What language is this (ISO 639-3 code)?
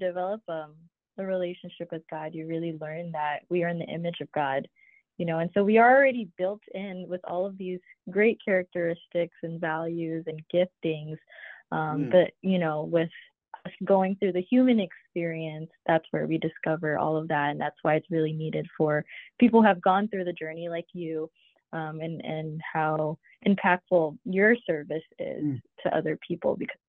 eng